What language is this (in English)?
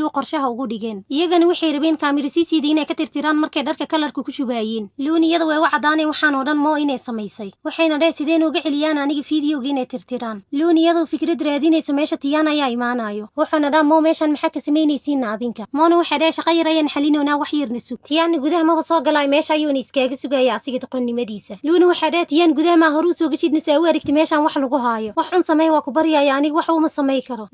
Somali